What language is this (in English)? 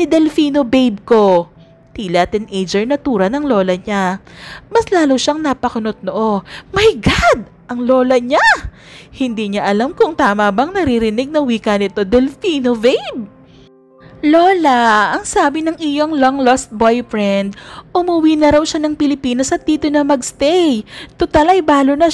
Filipino